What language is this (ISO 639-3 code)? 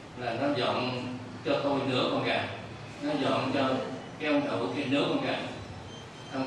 vie